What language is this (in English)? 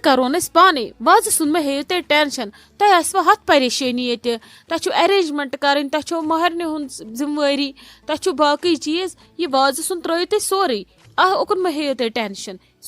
Kashmiri